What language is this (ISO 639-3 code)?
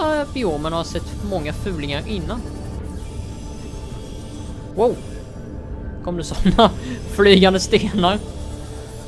swe